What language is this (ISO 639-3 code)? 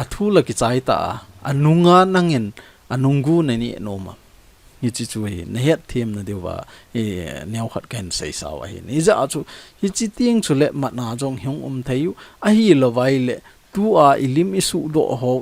tcz